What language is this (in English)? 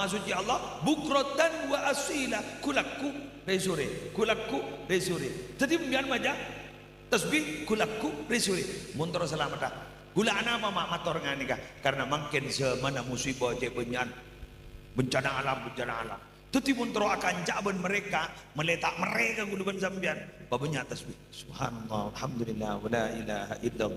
Madurese